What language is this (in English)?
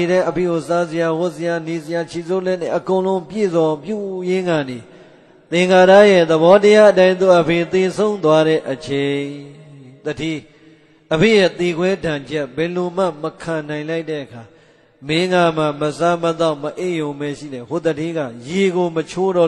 Burmese